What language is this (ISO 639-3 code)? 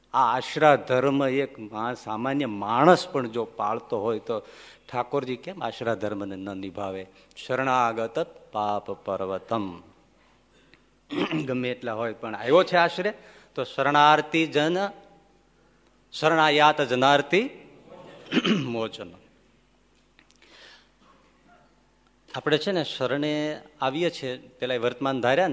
guj